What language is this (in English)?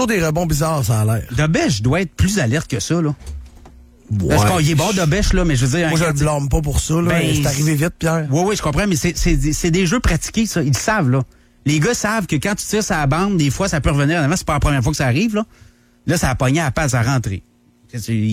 French